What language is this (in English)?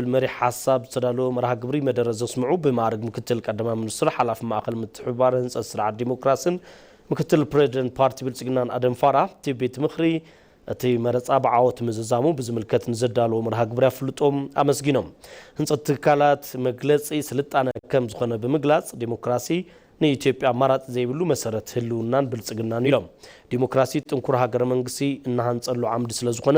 Tigrinya